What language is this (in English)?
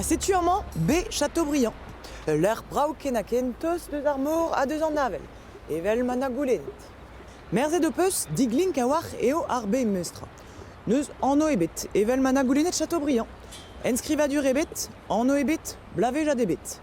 Breton